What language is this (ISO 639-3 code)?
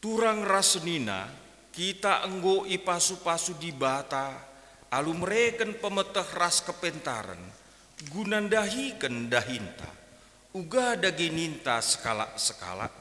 btx